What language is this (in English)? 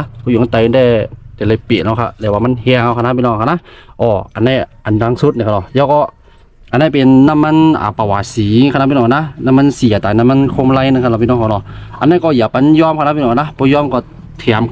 Shan